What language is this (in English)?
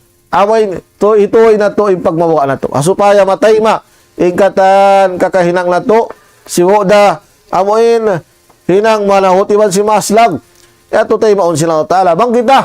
Tausug